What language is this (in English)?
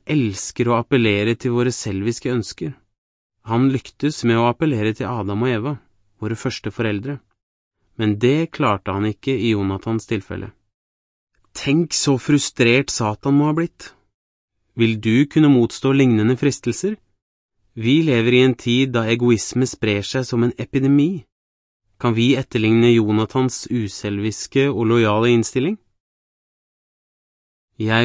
Norwegian